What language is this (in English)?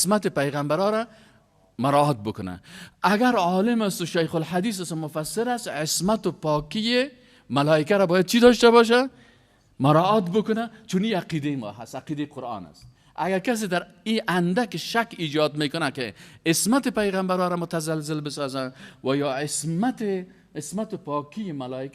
Persian